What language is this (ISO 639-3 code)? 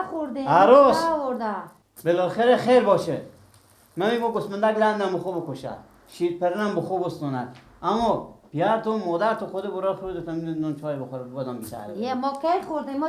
fas